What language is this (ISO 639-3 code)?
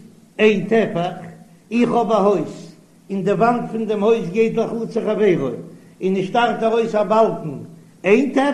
yid